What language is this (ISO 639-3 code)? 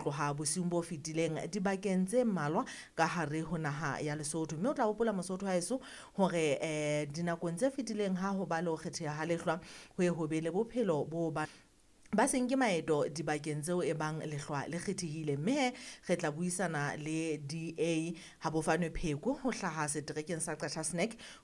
sot